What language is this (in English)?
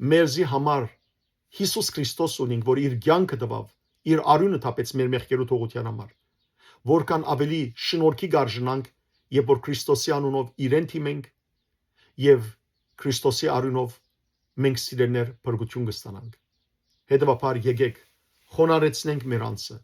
Western Armenian